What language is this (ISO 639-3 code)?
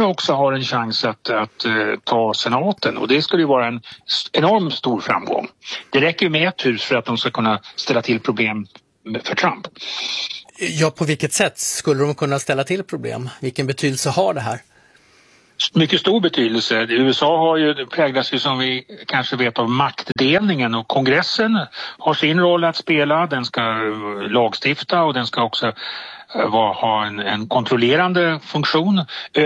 swe